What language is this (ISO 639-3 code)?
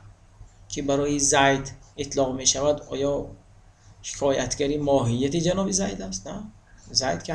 tgk